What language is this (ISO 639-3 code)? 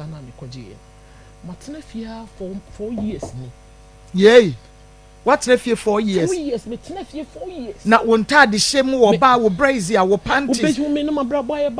aka